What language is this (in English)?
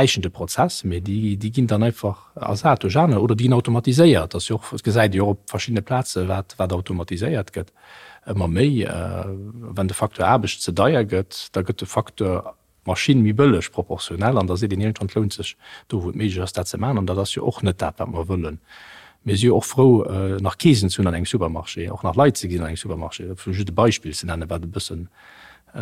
Luxembourgish